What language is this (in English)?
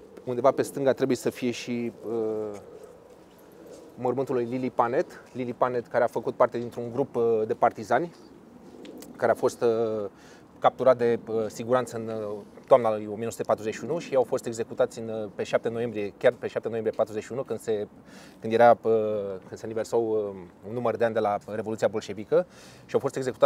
Romanian